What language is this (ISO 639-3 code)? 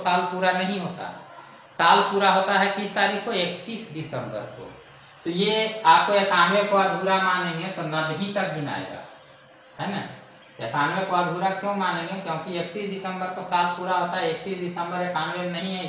hin